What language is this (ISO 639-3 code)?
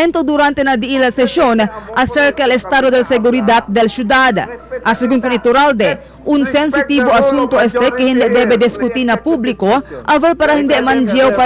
cbk